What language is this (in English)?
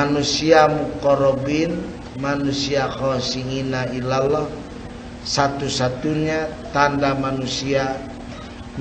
Sundanese